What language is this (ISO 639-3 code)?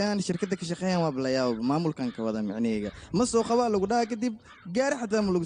som